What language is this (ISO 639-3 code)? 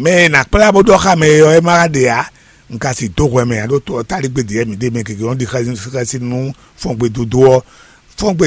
fon